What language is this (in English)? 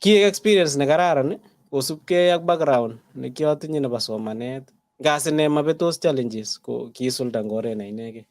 Kalenjin